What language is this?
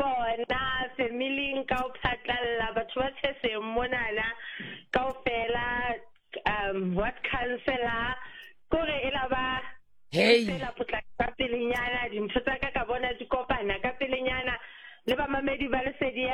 Southern Sotho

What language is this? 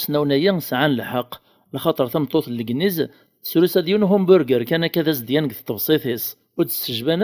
Kabyle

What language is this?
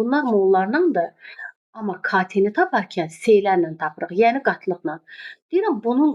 Azerbaijani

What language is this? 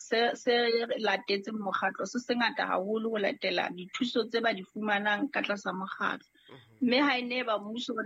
Southern Sotho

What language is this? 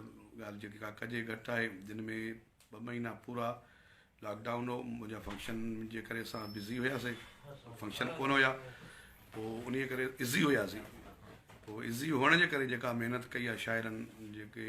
Sindhi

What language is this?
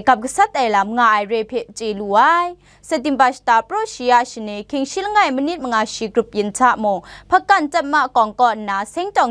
Kachin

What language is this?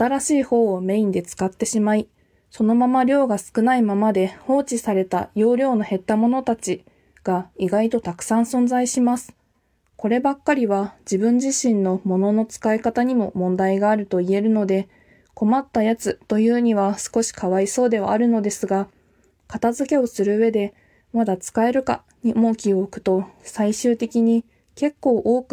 Japanese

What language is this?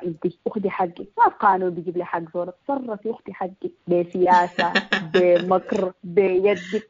Sudanese Arabic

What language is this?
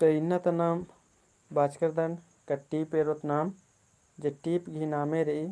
Kurukh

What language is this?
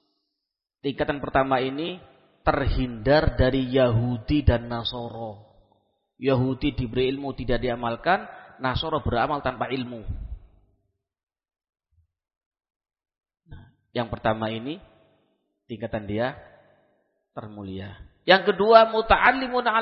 Indonesian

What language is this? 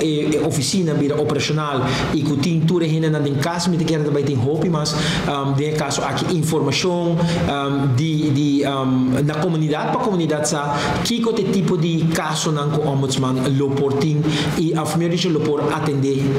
Papiamento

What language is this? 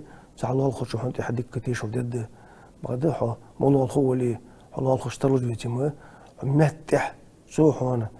Ingush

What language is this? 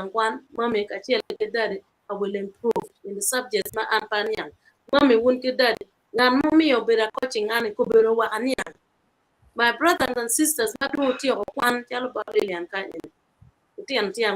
Acoli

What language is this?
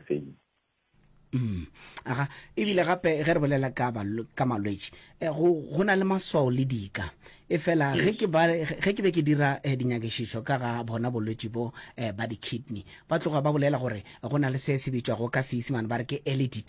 Northern Sotho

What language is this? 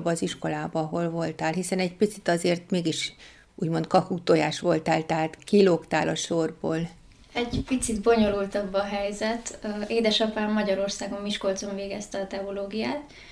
Hungarian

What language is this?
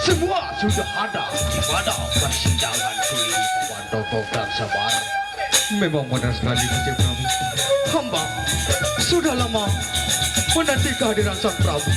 Sasak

